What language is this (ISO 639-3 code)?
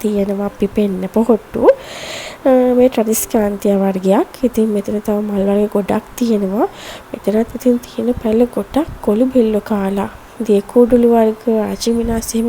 sin